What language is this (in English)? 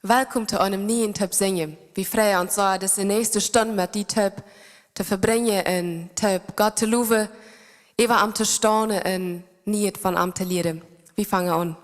Plautdietsch